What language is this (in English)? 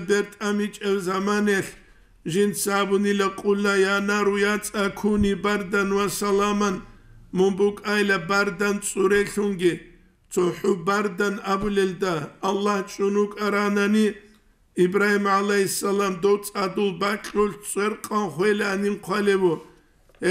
Avaric